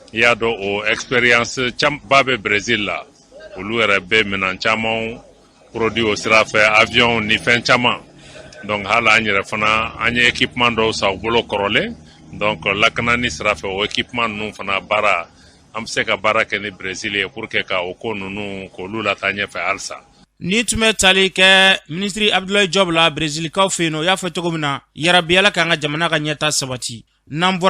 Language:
Bambara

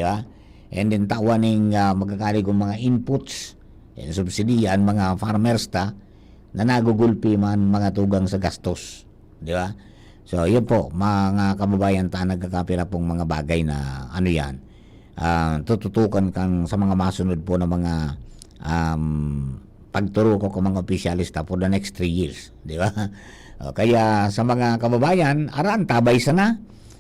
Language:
Bikol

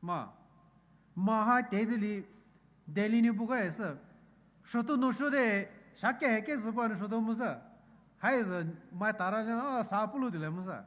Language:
Poumei Naga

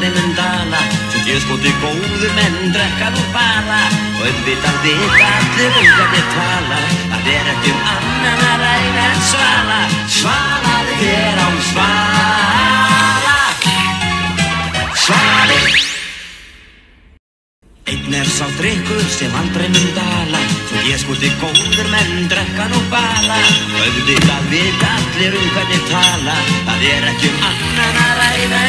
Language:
Icelandic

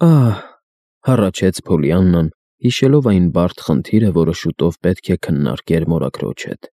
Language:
Armenian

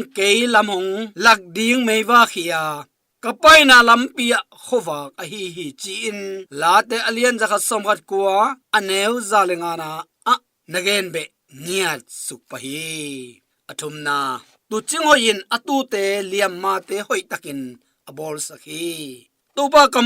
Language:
Tedim Chin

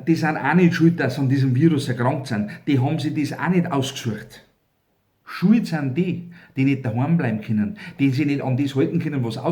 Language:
Bavarian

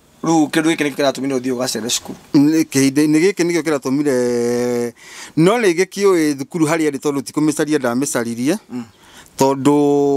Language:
Kikuyu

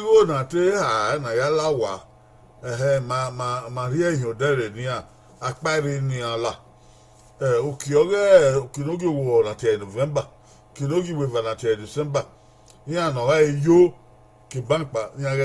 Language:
Bini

